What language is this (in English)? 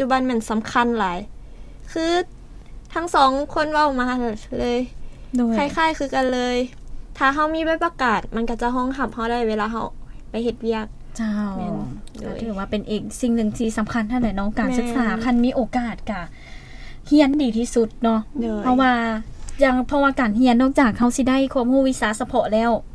Lao